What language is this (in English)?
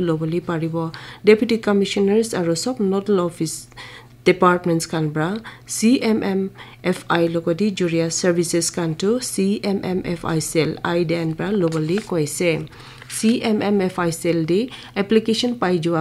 Naga Pidgin